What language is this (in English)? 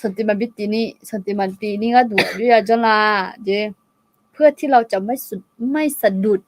Akha